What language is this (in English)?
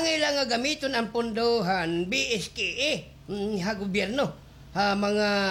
Waray